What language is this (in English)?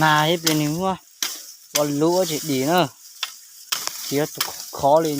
Hmong